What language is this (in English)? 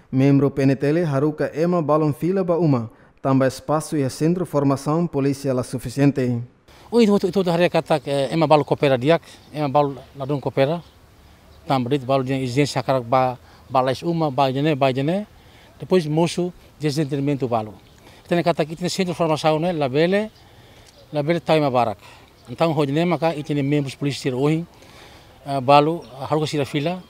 Tetum